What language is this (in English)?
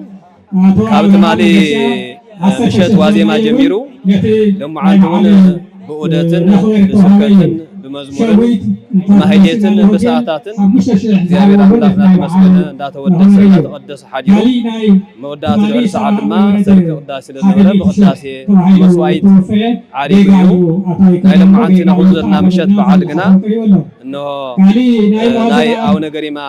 Tigrinya